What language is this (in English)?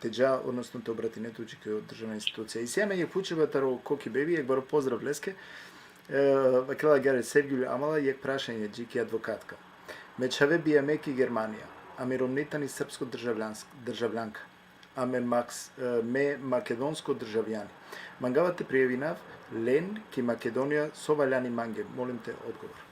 Balkan Romani